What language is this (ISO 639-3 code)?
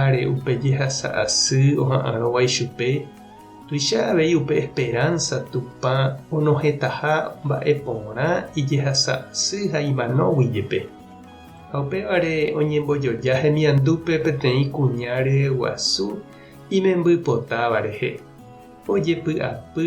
grn